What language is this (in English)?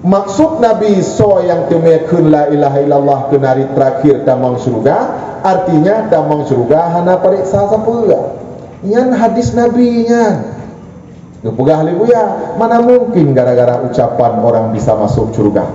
Achinese